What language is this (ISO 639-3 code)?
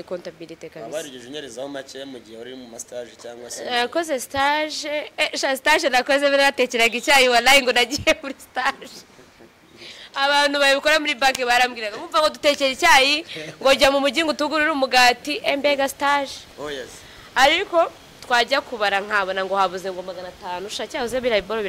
kin